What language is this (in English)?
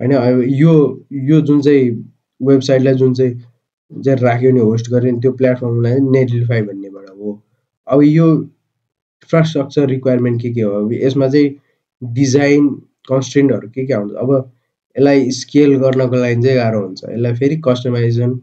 Nepali